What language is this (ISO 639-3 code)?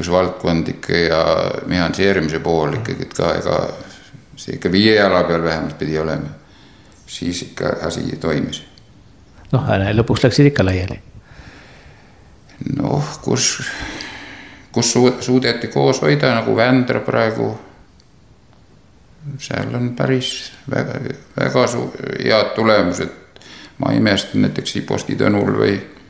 est